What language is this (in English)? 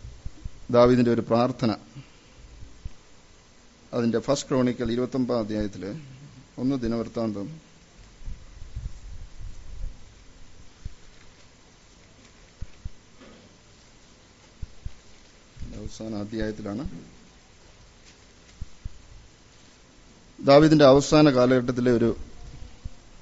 Malayalam